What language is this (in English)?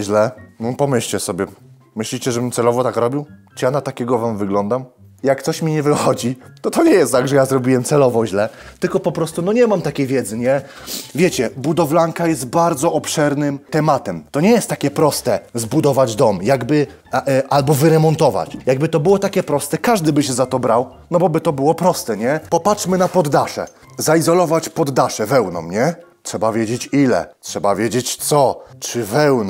Polish